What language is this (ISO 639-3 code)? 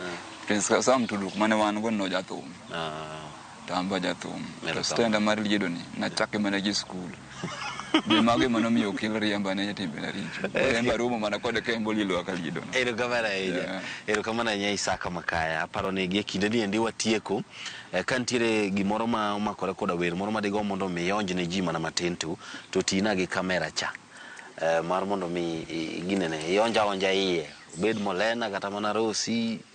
luo